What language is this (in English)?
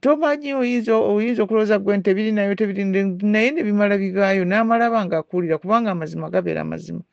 Ganda